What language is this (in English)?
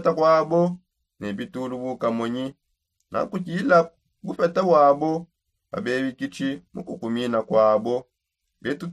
Songe